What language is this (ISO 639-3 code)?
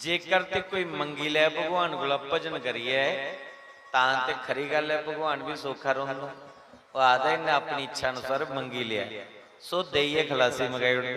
doi